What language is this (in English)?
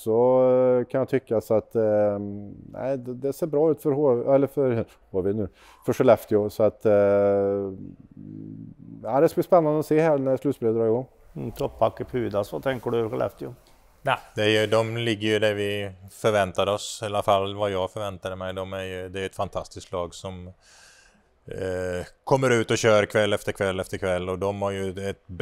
Swedish